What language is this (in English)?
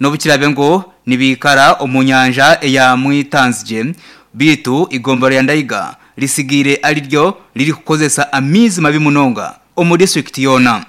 Nyankole